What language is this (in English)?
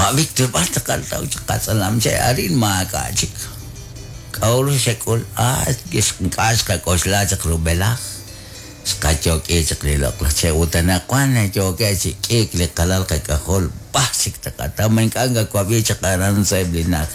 Kekchí